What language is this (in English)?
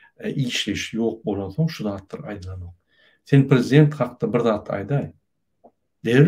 Turkmen